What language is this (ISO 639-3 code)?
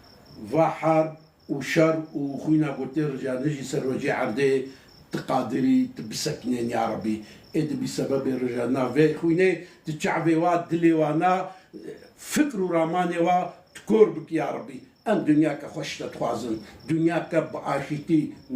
kur